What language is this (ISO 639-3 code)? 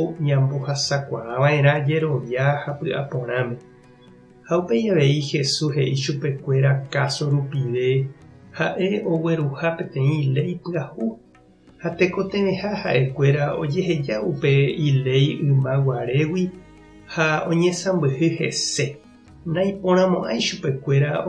grn